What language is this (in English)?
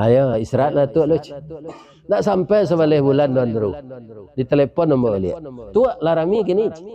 Minangkabau